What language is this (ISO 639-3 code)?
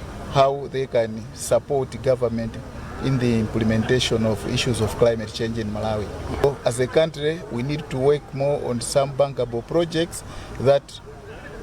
eng